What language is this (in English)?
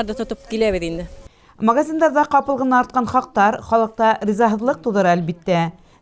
Bashkir